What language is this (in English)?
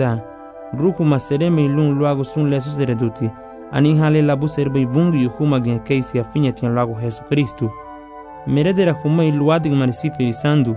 Garifuna